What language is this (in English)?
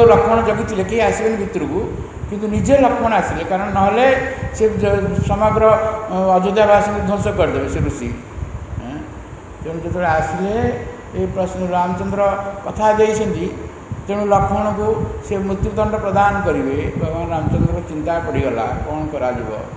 Odia